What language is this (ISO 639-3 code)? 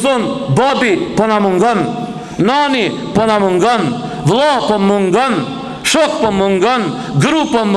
sqi